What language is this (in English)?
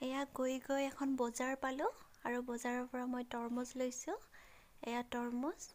Assamese